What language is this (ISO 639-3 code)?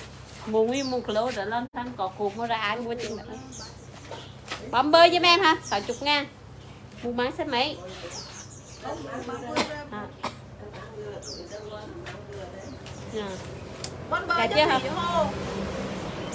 vie